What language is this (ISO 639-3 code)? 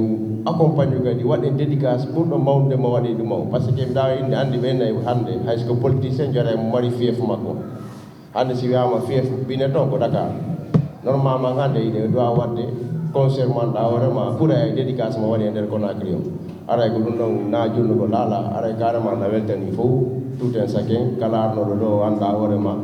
ful